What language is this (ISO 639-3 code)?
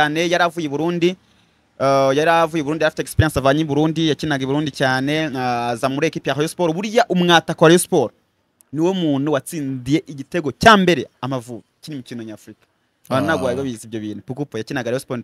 kin